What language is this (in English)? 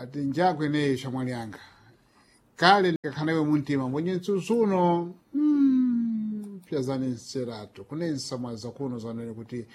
Sena